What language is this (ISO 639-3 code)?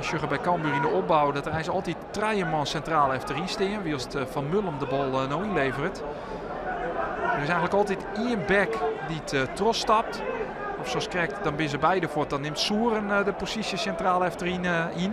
fry